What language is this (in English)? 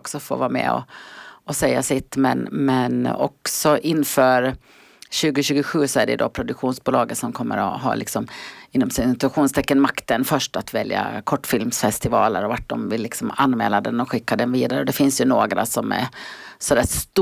Swedish